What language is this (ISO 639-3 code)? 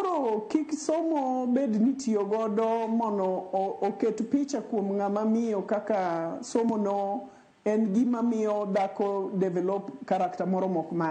luo